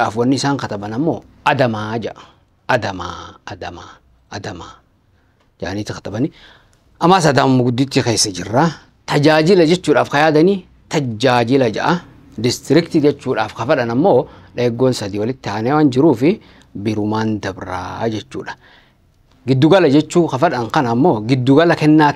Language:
Oromo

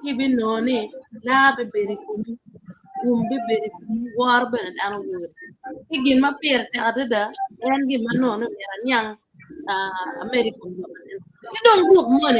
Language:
Acoli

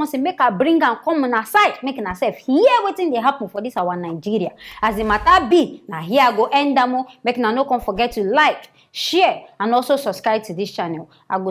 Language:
Nigerian Pidgin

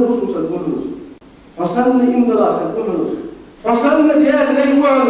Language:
Ingush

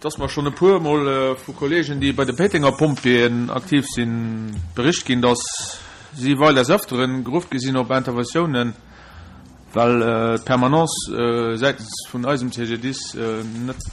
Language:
Luxembourgish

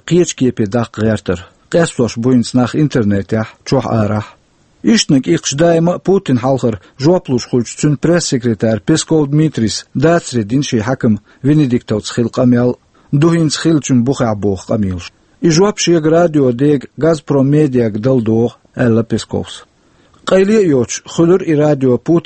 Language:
Chechen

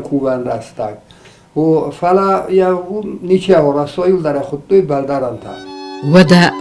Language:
Ossetic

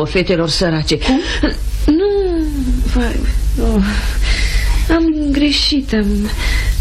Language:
Romanian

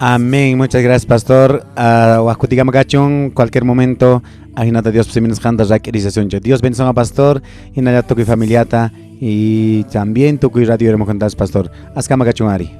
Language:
Quechua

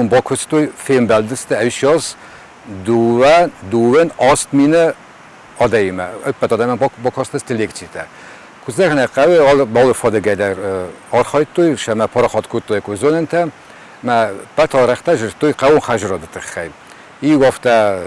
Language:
Ossetic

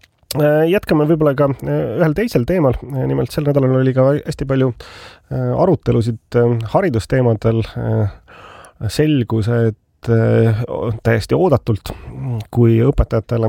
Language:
Estonian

